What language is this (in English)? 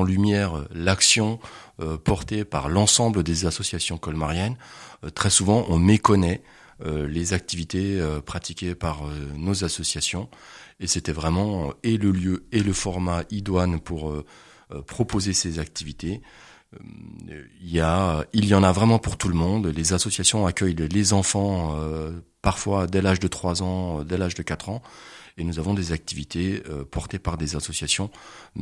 French